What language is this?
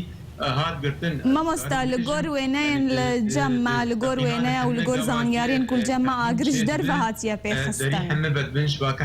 Kurdish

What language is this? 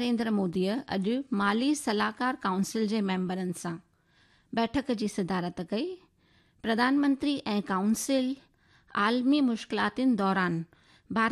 Sindhi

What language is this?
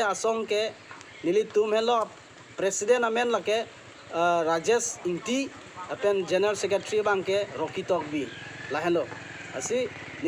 Karbi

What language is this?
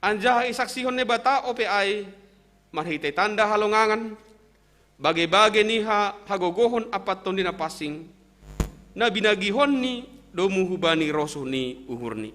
Batak Simalungun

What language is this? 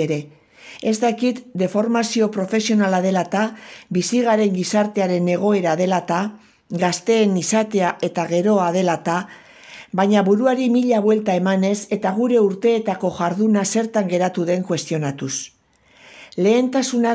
Basque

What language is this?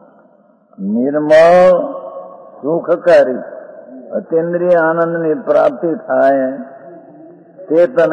Gujarati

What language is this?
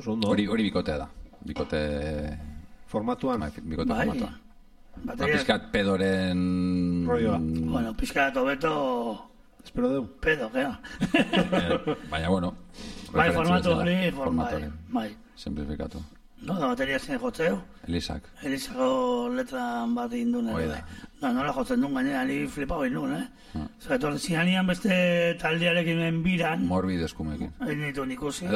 Basque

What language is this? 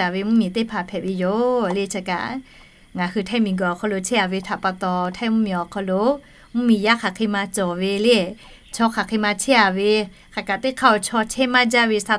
Lahu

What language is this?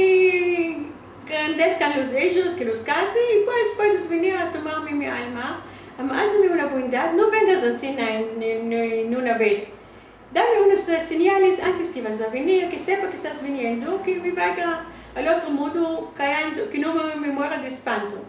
Ladino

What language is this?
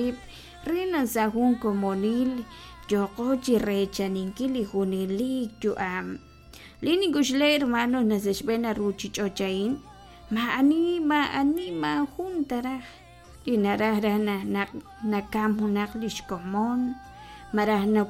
Kekchí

